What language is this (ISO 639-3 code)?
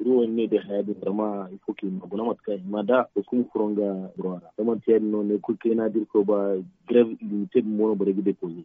dje